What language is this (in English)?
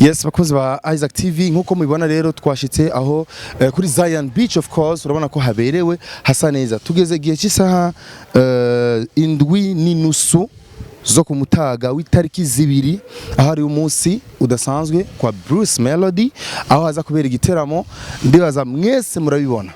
Rundi